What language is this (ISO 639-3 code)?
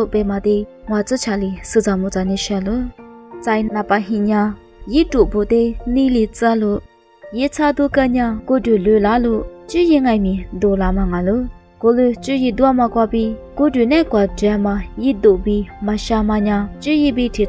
lis